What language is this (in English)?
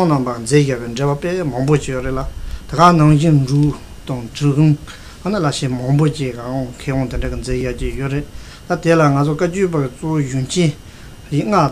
Tibetan